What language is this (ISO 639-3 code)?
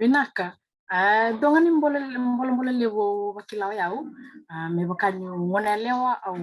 fij